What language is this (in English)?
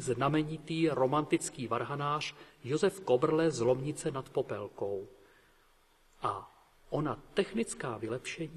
Czech